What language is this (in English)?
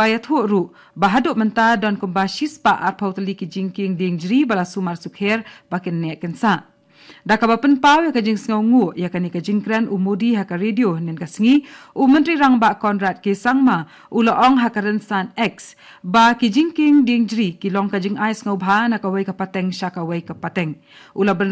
Khasi